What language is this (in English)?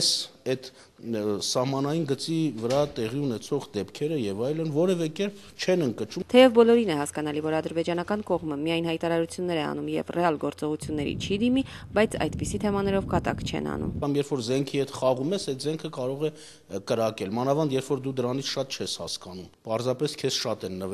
Armenian